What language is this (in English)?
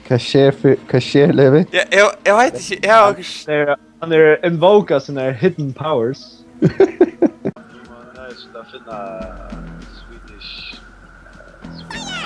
Faroese